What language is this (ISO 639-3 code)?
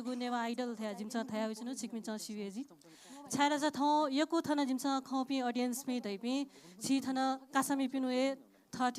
new